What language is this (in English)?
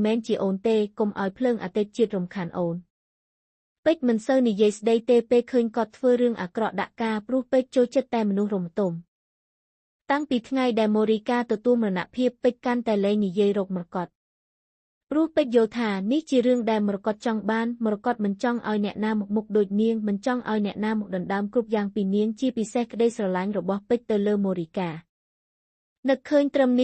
Khmer